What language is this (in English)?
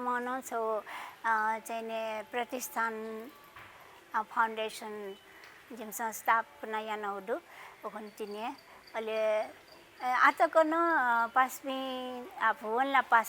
Newari